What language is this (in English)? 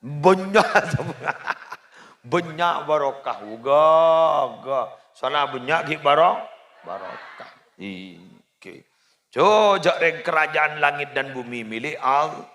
Madurese